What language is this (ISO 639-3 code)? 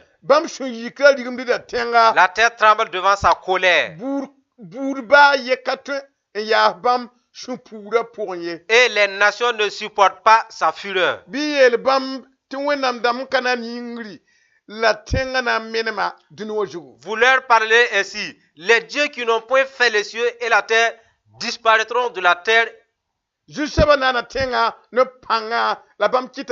mos